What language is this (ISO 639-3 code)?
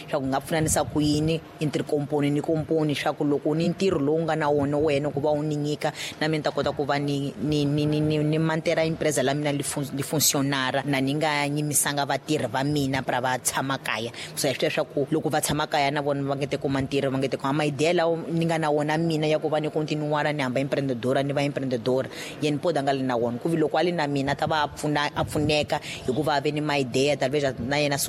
tso